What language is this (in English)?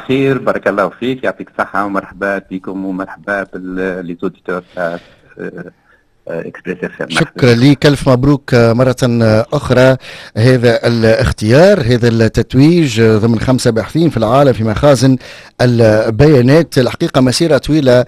Tunisian Arabic